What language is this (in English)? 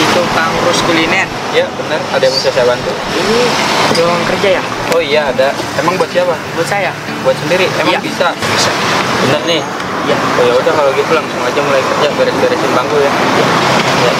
Betawi